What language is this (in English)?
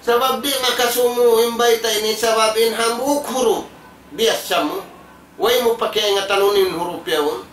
Tausug